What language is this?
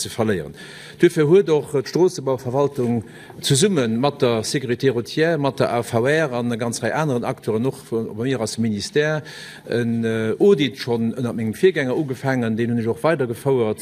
Luxembourgish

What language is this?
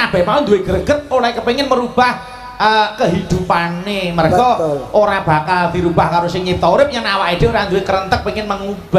Javanese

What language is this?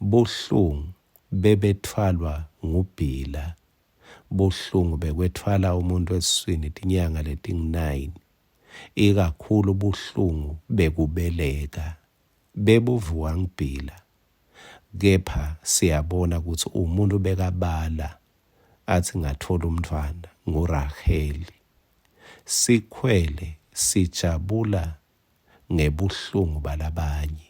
Swati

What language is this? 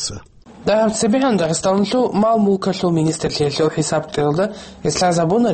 Avaric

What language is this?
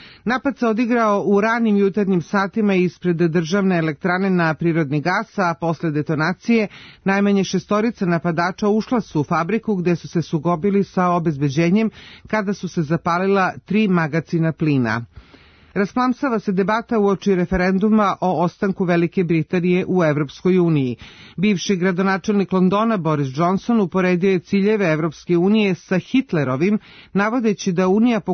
Serbian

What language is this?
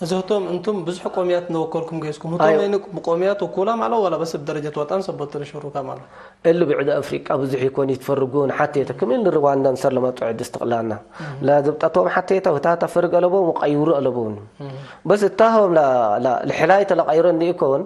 Tigre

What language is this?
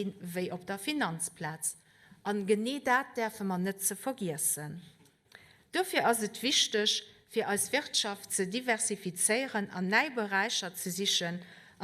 Luxembourgish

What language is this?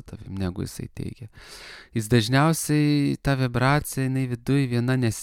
Lithuanian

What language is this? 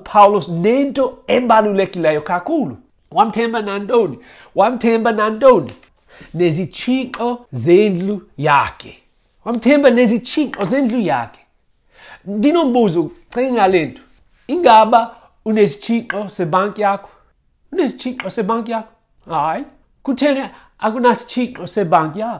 Xhosa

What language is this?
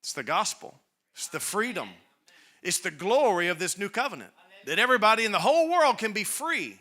English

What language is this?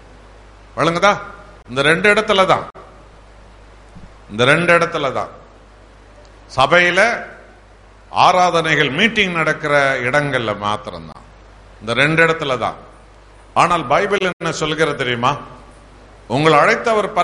Tamil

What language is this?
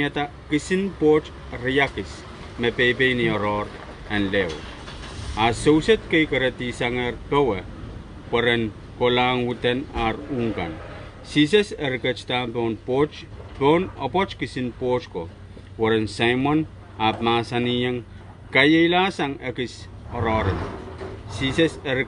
Pohnpeian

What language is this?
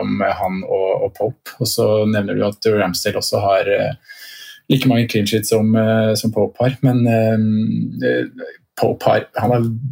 Norwegian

